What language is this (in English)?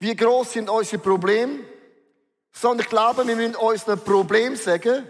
Swiss German